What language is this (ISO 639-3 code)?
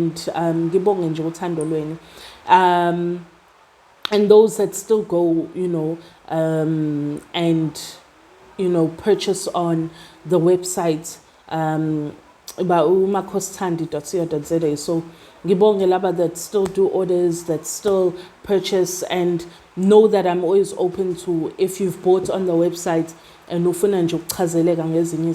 zul